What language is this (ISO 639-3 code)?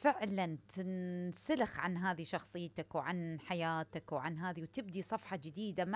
acm